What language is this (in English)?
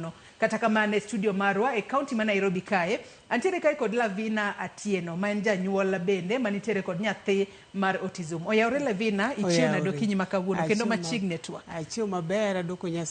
Luo (Kenya and Tanzania)